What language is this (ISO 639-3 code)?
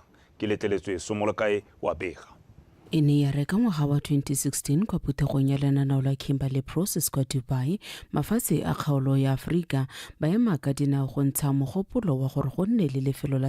tsn